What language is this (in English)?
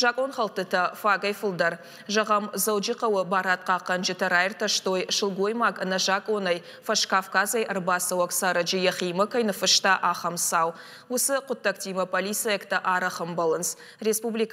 Ossetic